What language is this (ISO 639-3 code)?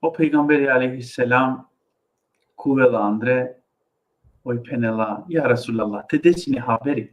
rmn